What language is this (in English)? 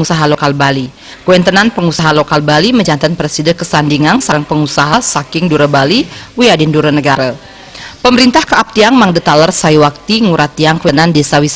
Balinese